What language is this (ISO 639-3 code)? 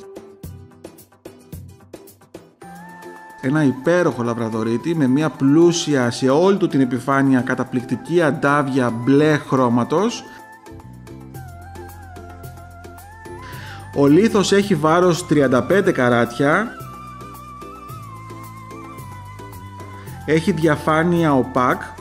ell